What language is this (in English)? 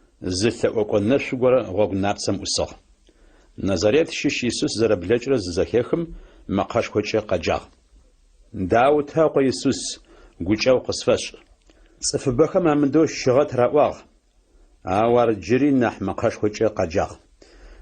Adyghe